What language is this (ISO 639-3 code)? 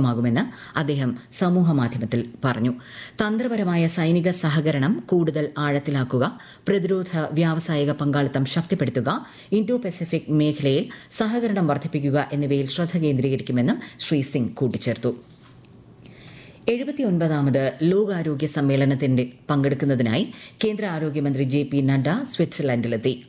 mal